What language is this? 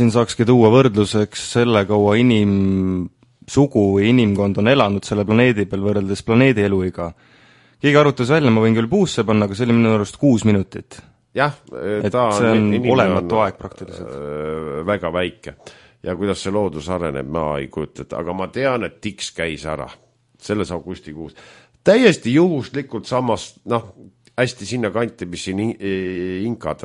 Estonian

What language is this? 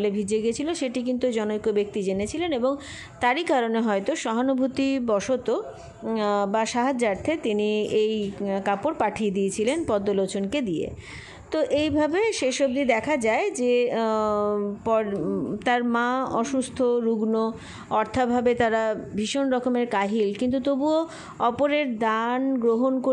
Bangla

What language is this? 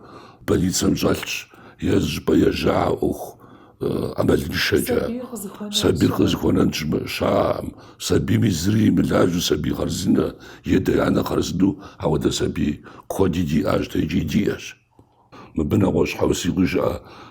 Kabardian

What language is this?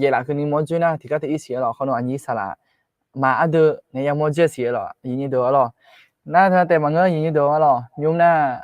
Akha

